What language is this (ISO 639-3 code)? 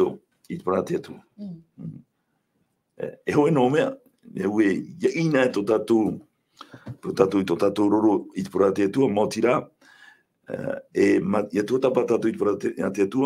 tah